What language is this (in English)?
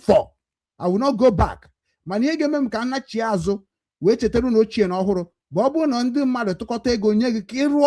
Igbo